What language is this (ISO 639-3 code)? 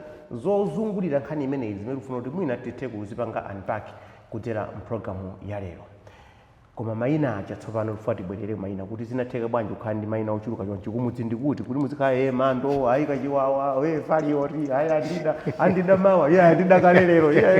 nya